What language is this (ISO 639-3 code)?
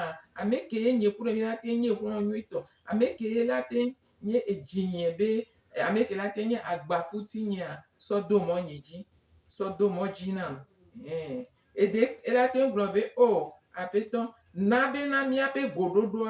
gej